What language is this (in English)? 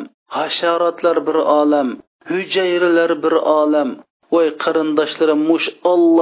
Uyghur